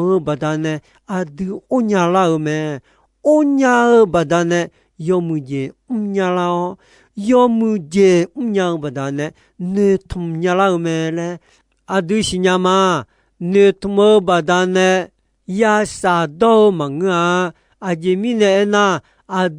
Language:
Akha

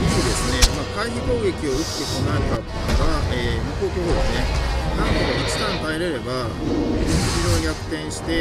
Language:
Japanese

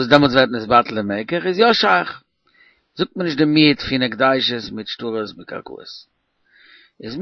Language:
Yiddish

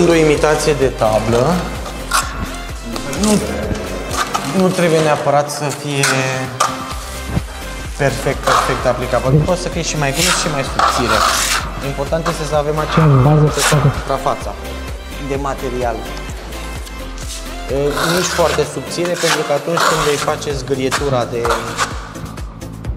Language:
Romanian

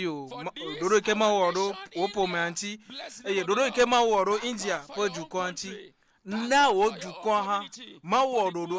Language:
Ewe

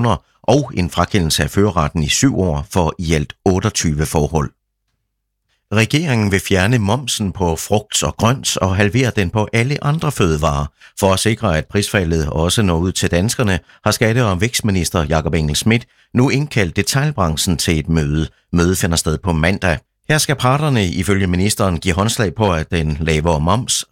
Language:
Danish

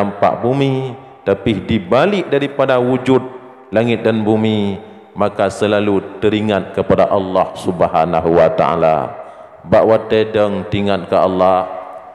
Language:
Achinese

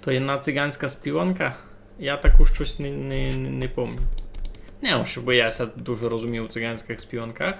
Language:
Rusyn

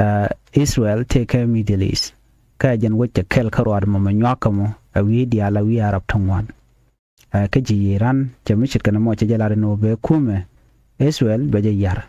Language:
Nuer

